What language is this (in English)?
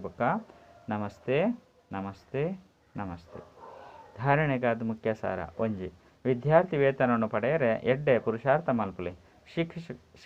Tulu